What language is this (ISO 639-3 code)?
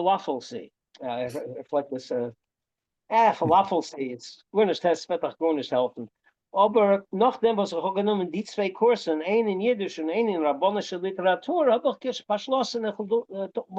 yid